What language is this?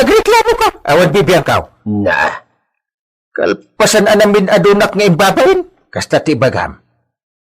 Iloko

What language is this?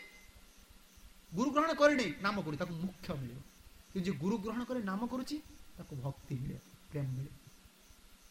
Odia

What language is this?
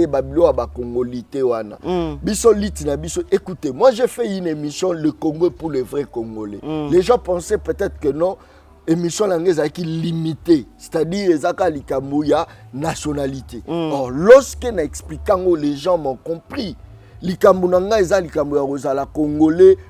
Lingala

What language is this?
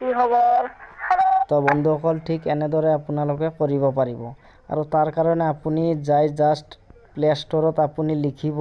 Assamese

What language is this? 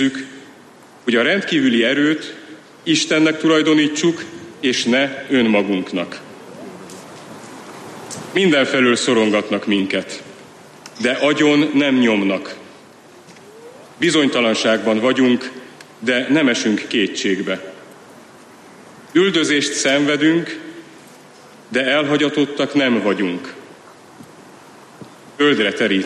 Hungarian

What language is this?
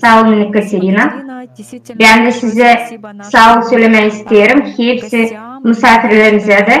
Gagauz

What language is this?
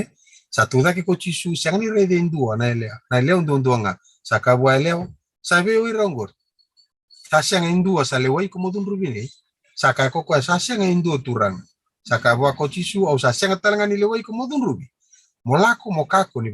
Fijian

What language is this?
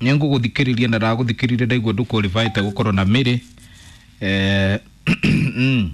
Kikuyu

